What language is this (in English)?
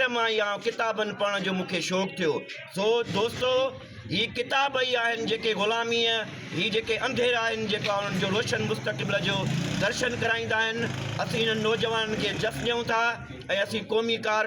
Sindhi